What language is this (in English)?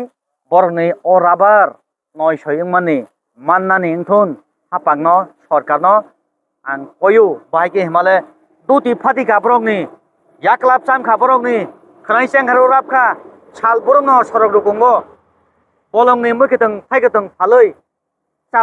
Kok Borok